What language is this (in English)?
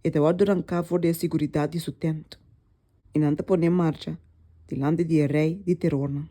Papiamento